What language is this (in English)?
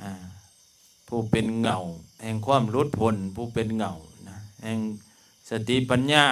Lao